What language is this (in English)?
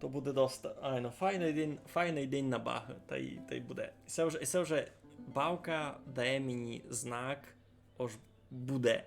Rusyn